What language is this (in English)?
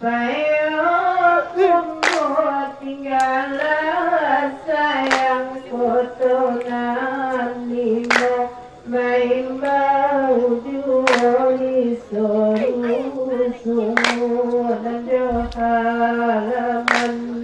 Minangkabau